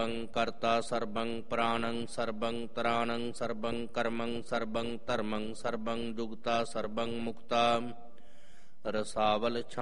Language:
Punjabi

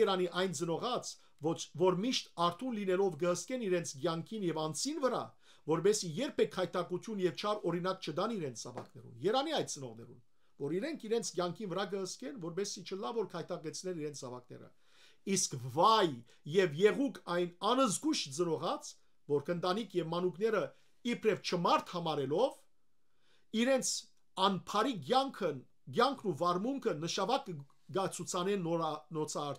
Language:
Western Armenian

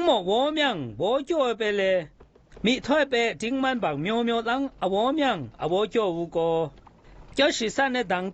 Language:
Zaiwa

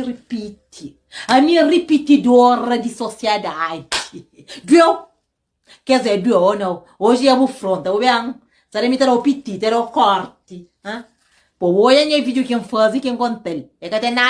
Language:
Kabuverdianu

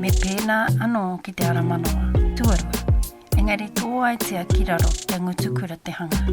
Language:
Māori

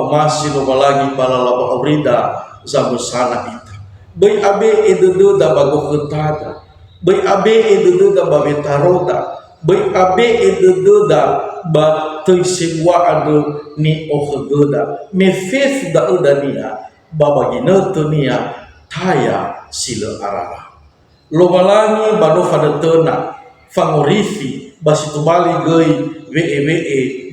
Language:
Nias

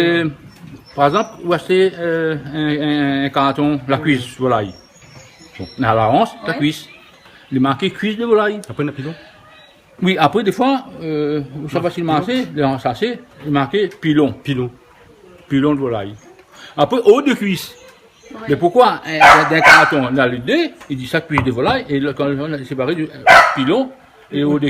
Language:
Réunion Creole French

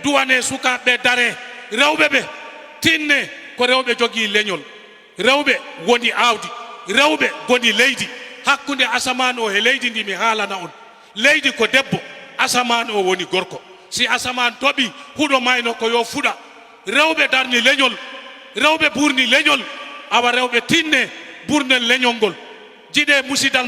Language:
Fula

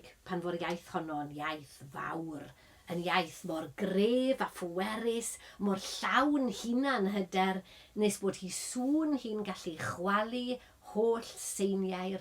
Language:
Welsh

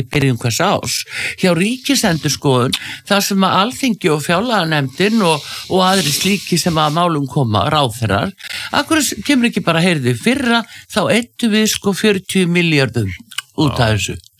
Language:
Icelandic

